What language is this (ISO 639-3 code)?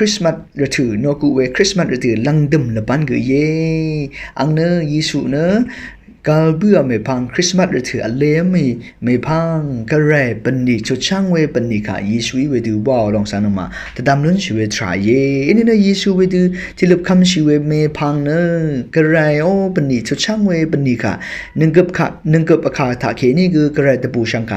raw